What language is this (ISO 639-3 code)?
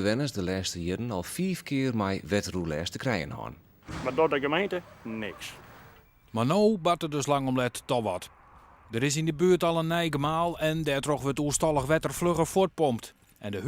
fry